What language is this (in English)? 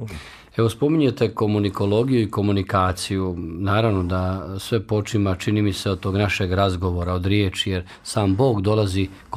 Bosnian